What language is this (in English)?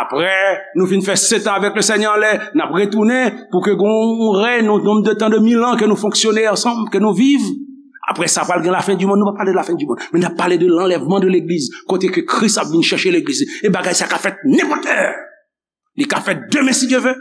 Haitian Creole